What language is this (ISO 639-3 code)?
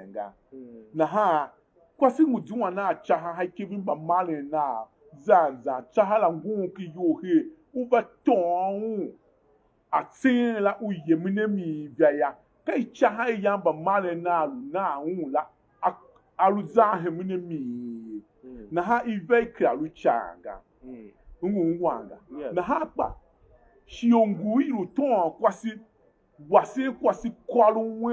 tiv